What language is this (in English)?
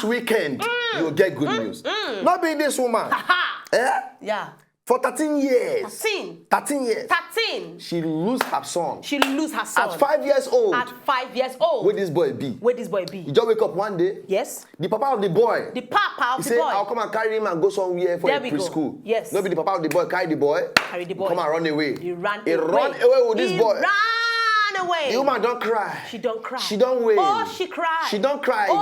Nigerian Pidgin